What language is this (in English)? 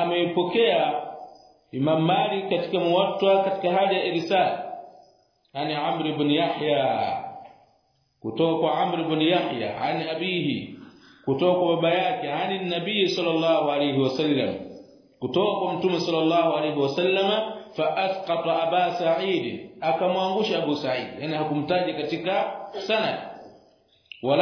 Swahili